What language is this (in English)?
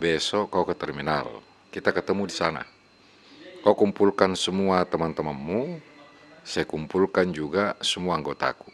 Makassar Malay